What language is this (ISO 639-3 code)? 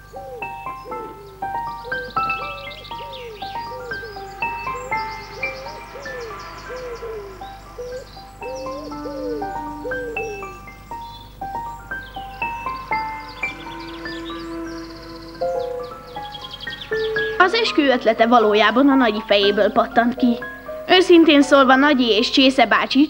hun